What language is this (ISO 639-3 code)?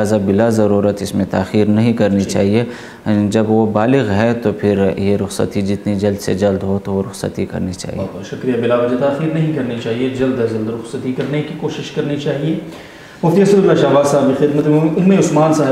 urd